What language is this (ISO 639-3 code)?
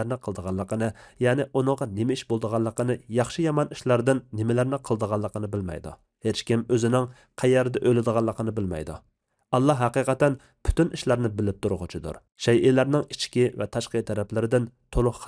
uig